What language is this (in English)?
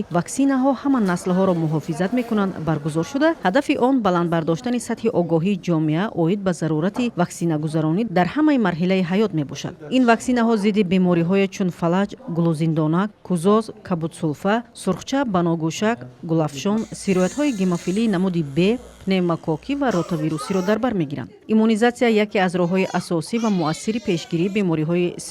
Tajik